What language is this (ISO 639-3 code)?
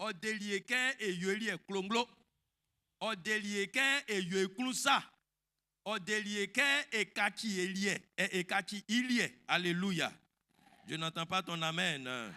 bci